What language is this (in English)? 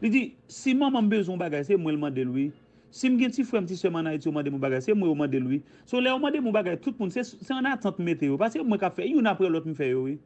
Haitian Creole